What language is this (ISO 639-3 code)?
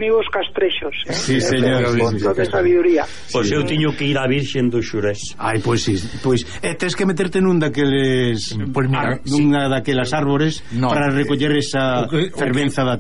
glg